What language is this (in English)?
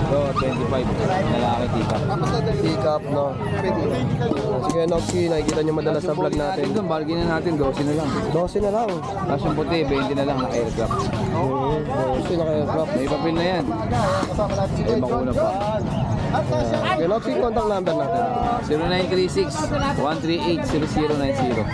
Filipino